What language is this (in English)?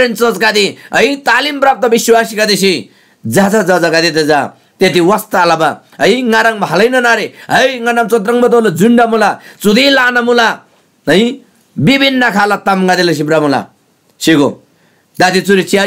Eastern Tamang